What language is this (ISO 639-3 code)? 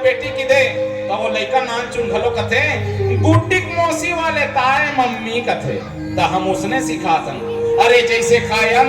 hne